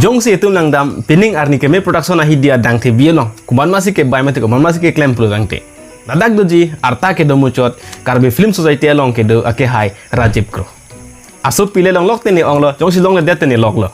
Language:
Karbi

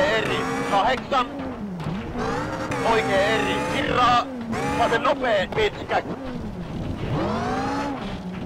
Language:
Finnish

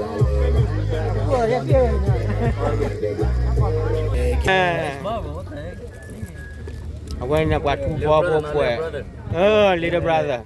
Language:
S'gaw Karen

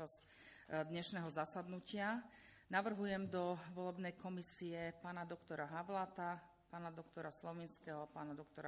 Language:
Slovak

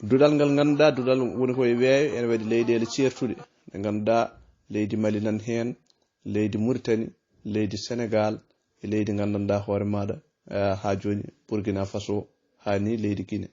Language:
Fula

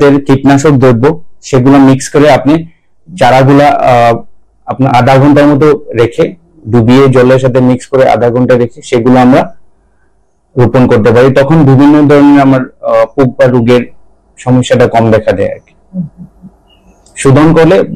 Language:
Bangla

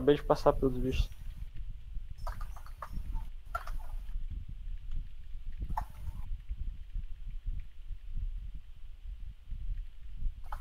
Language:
Portuguese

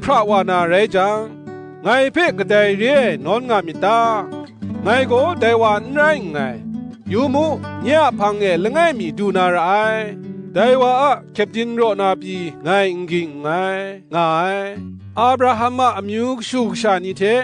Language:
Kachin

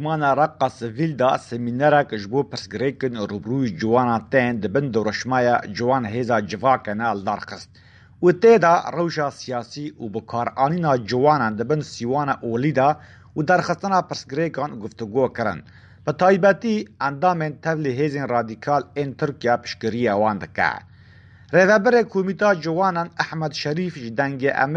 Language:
Kurdish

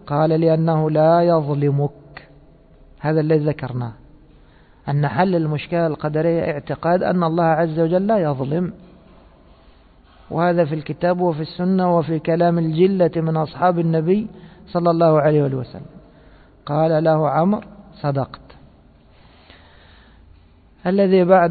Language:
Arabic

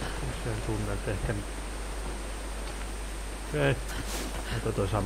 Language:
Finnish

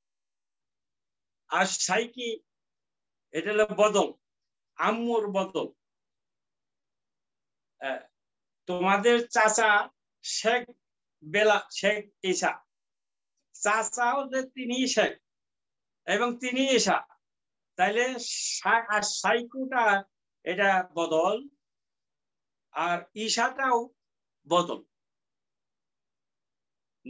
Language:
Bangla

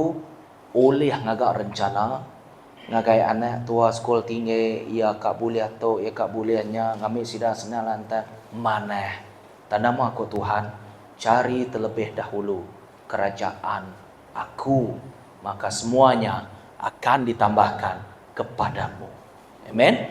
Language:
Iban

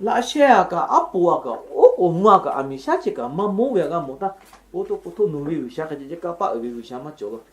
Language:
Lahu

